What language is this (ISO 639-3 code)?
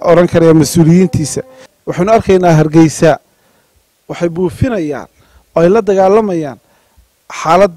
som